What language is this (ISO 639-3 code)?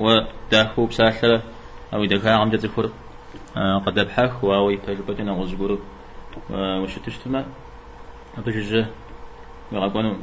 kbd